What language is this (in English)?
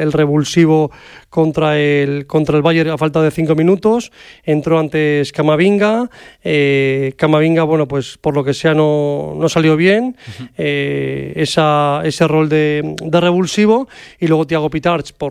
Spanish